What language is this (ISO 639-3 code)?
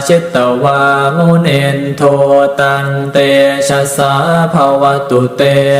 pli